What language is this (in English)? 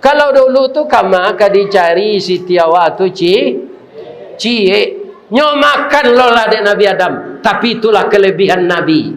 Minangkabau